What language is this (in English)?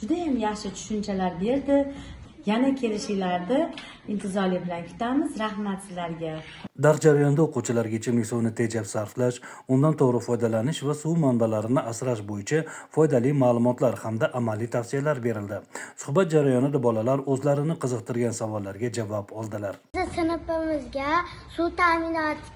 Uzbek